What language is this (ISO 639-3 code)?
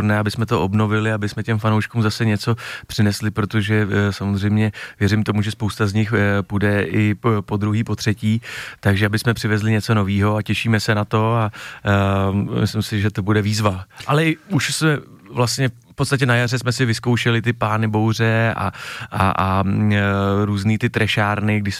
ces